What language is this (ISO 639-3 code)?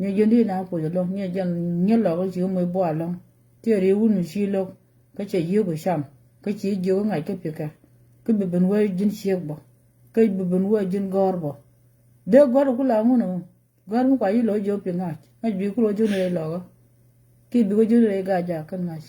nus